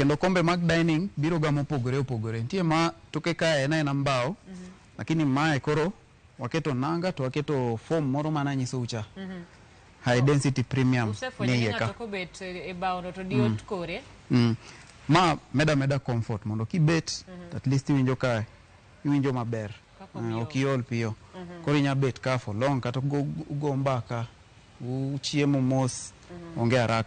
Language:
Luo (Kenya and Tanzania)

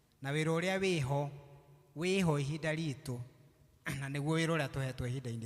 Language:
Kikuyu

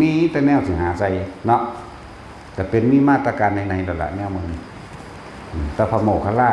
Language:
Northeastern Thai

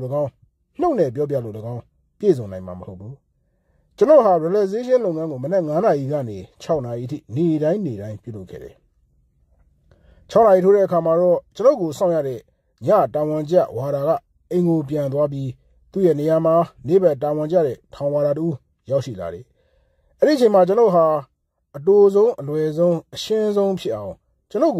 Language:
Burmese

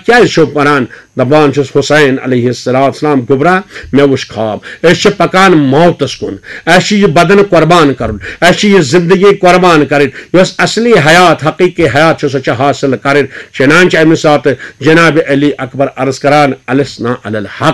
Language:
Kashmiri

